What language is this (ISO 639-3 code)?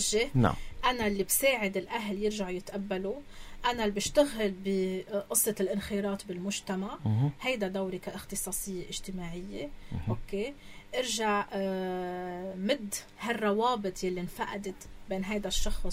apc